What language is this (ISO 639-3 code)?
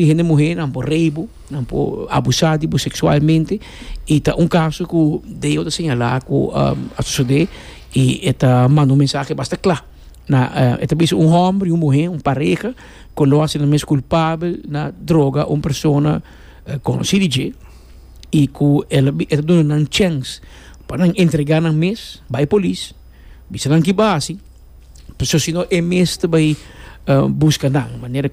pap